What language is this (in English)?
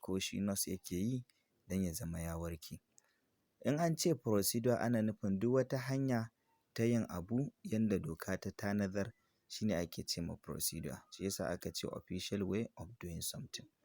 Hausa